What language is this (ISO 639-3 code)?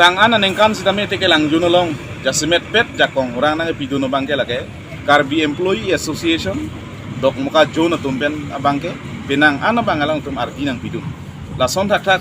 mjw